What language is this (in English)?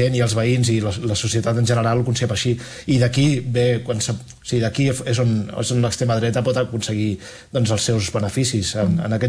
Catalan